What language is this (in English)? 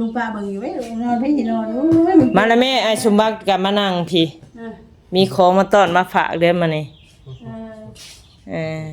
Northeastern Thai